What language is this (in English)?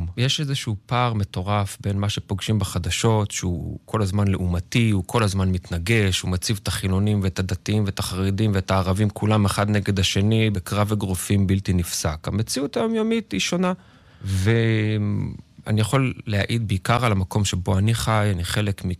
Hebrew